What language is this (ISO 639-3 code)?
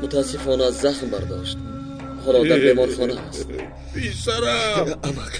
tgk